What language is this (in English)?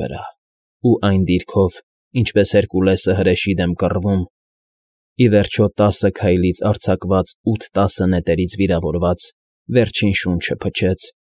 Armenian